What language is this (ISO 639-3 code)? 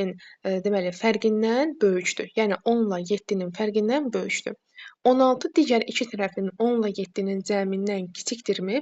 aze